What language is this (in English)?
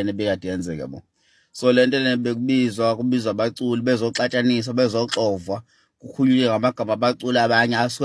Zulu